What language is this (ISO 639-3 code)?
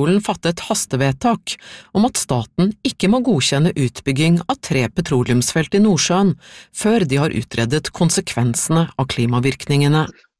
nor